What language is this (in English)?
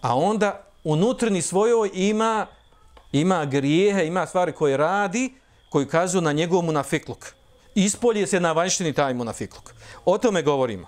Bosnian